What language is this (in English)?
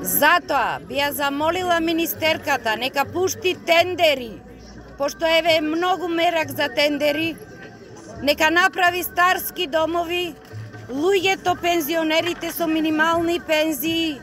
Macedonian